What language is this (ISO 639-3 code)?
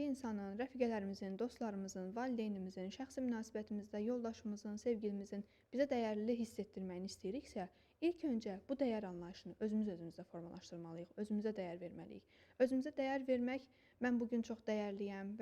aze